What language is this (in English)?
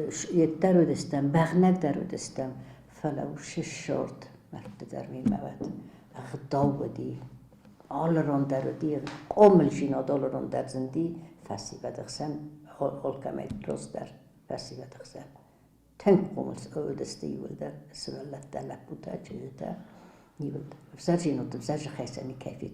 Ossetic